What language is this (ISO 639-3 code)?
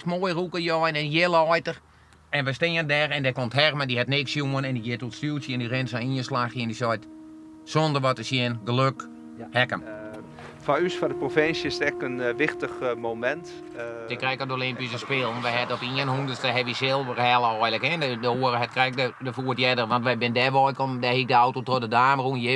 fry